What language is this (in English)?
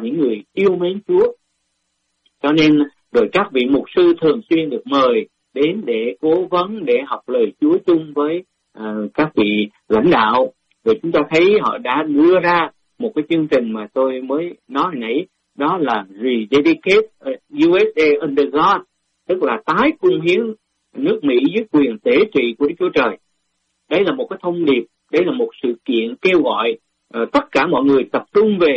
Vietnamese